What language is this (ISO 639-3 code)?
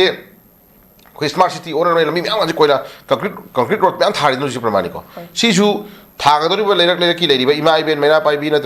mni